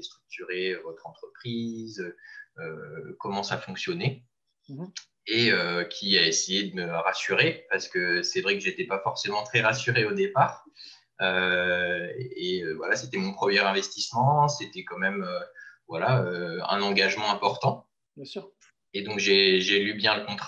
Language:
French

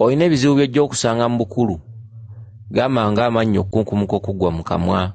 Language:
Ganda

